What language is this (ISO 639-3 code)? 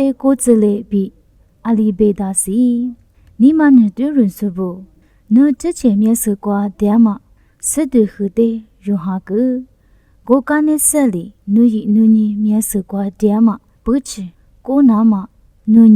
lis